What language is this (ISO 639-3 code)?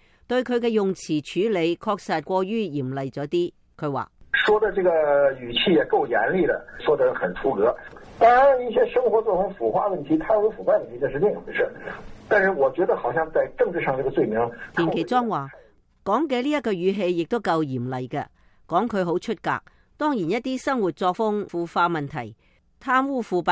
yue